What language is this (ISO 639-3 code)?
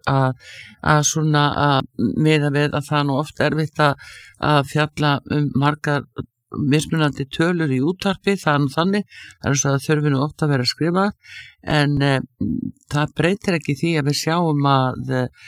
isl